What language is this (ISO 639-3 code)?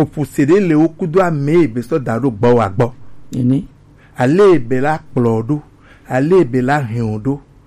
gej